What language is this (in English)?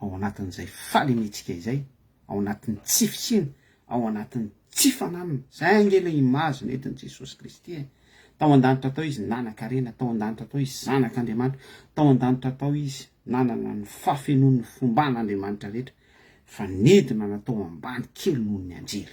Malagasy